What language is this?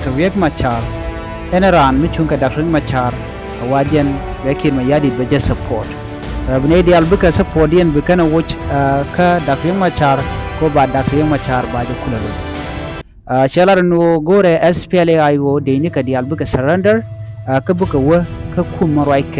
Nuer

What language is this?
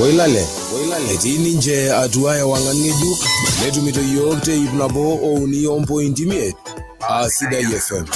Masai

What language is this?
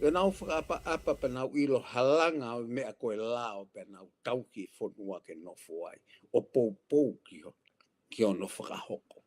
Tongan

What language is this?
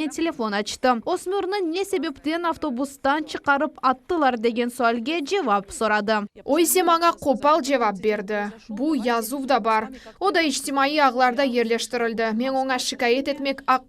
Crimean Tatar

